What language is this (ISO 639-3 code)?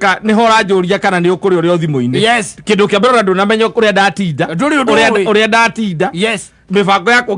kik